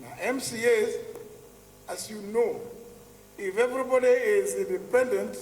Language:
Meru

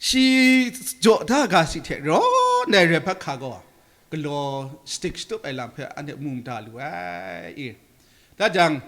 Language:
Kachin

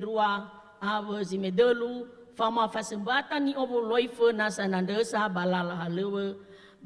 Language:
Nias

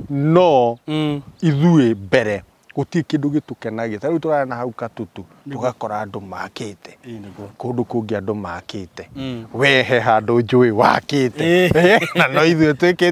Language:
Kikuyu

